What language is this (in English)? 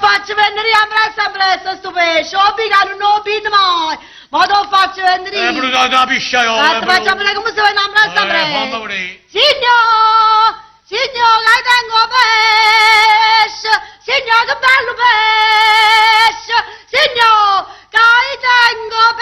Neapolitan